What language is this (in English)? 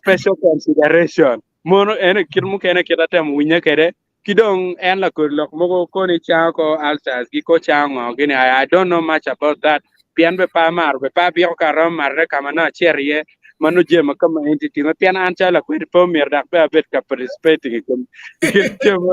Acoli